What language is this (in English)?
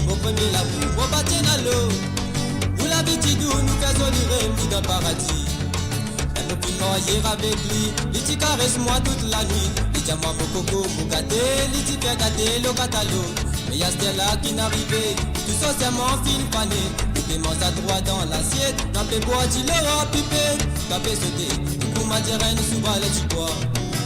Morisyen